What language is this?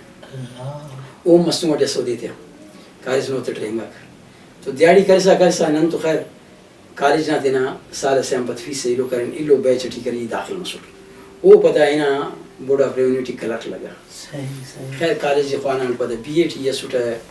Brahui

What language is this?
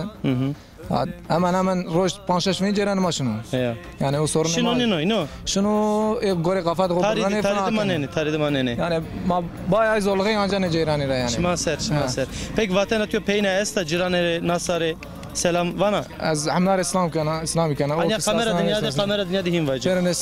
Zaza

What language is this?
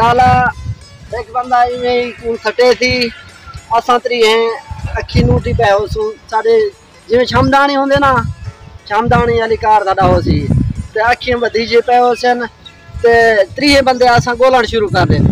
Saraiki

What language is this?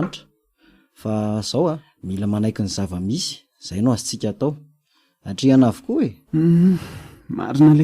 Malagasy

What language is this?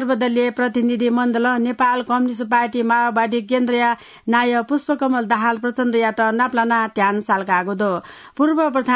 Newari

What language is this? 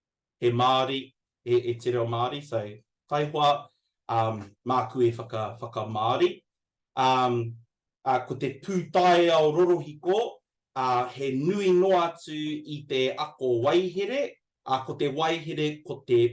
Māori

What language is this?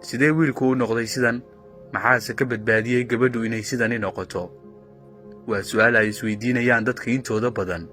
Somali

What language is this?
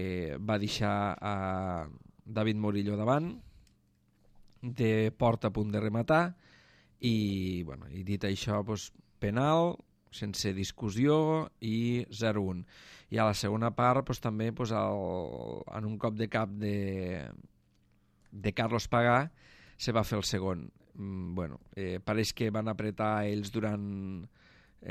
Catalan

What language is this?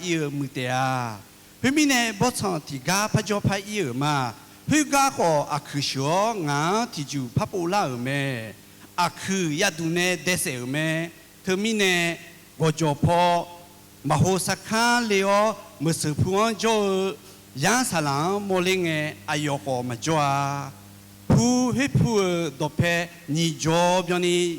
Akha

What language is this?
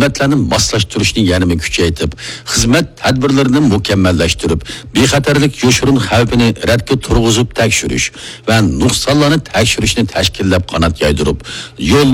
Uyghur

